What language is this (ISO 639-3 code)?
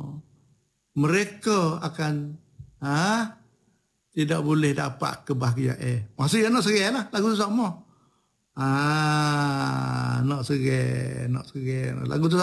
msa